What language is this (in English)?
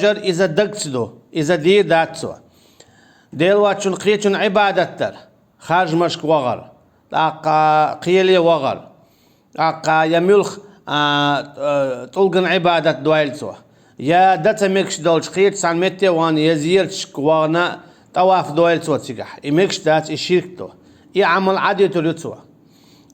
Chechen